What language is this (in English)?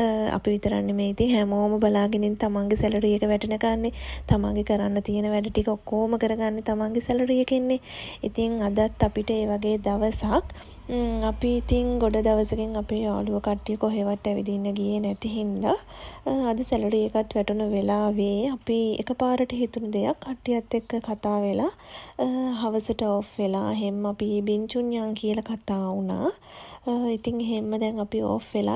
Sinhala